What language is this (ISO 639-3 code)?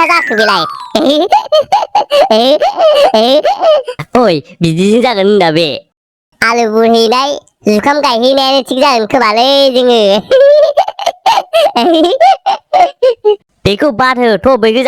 brx